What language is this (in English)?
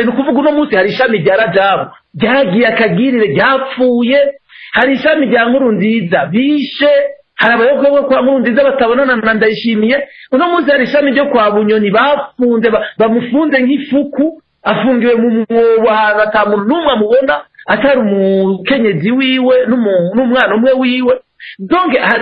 Rundi